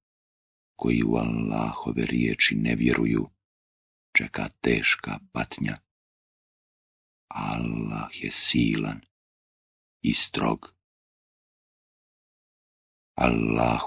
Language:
Bosnian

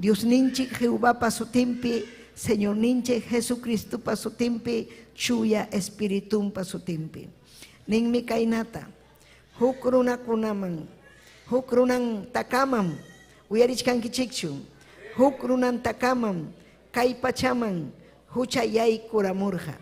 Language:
Ayacucho Quechua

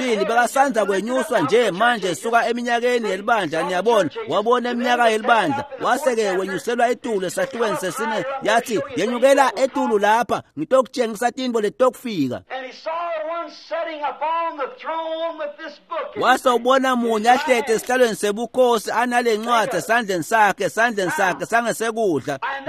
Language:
Swati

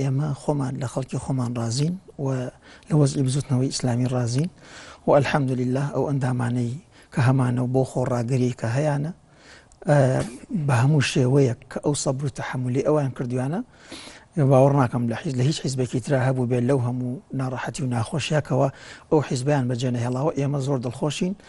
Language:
Central Kurdish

